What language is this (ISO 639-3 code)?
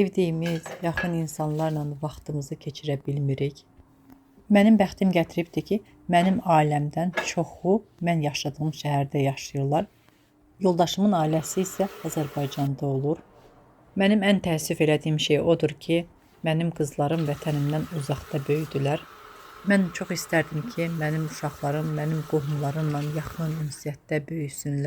aze